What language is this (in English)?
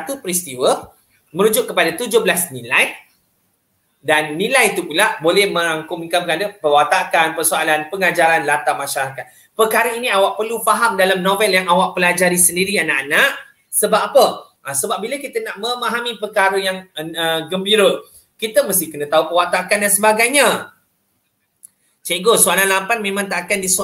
Malay